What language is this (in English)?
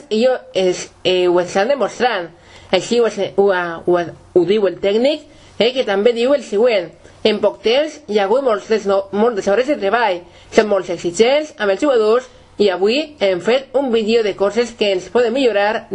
Catalan